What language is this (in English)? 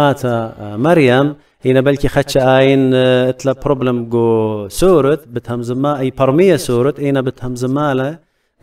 Assyrian Neo-Aramaic